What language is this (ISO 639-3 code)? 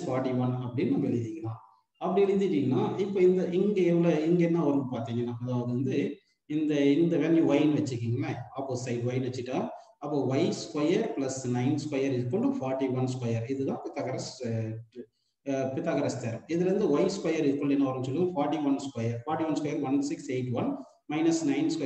tam